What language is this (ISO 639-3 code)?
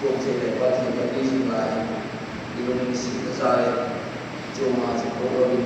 hmr